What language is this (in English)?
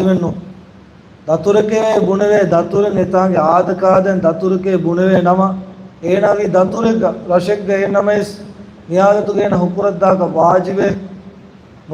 Divehi